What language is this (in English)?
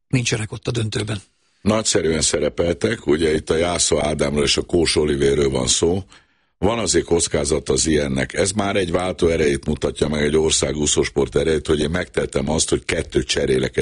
Hungarian